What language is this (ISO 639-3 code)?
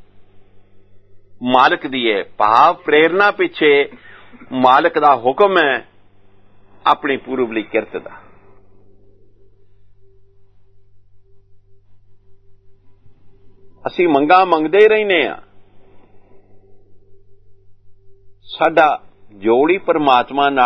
pan